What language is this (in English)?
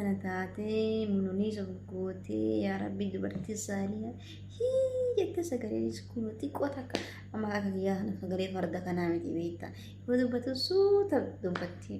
Oromo